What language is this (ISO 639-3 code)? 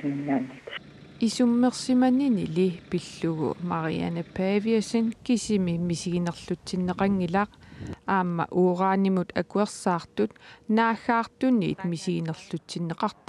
kal